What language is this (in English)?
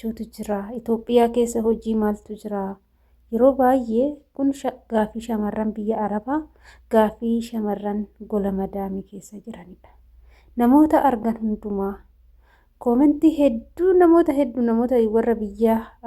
Oromo